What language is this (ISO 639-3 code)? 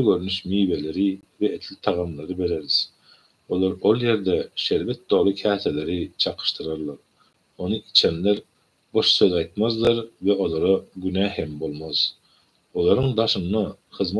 tuk